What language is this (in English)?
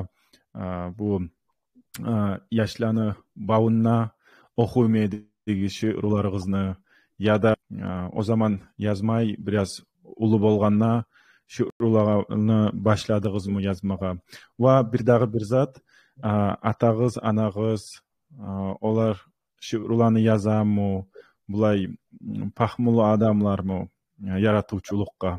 Kumyk